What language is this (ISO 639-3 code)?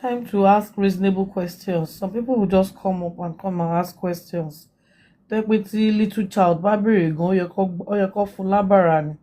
yor